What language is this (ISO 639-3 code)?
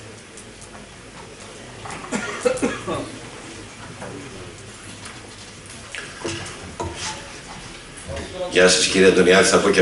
ell